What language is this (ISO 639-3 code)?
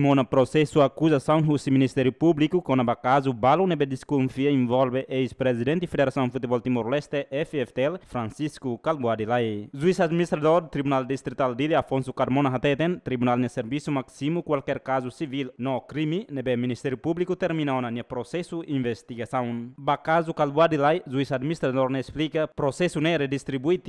tet